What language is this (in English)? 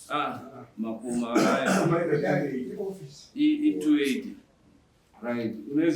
Shona